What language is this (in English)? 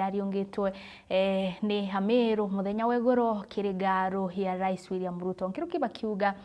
Meru